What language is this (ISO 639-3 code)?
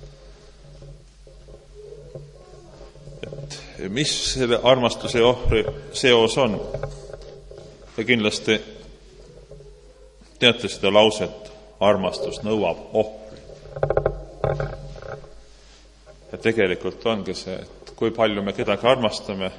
est